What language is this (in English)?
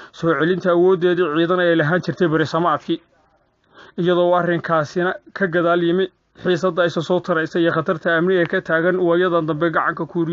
Somali